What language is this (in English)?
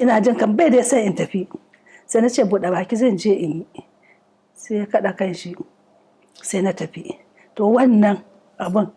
Hausa